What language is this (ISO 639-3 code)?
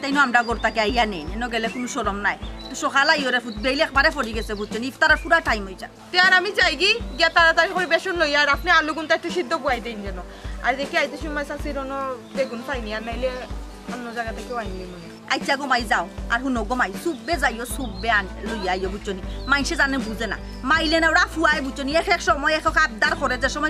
syl